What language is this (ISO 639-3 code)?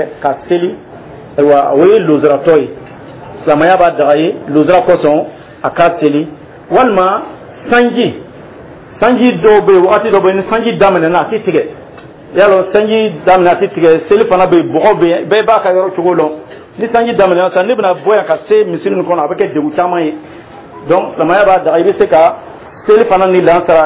dyu